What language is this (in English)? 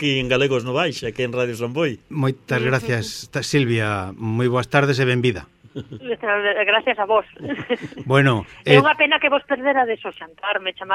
Galician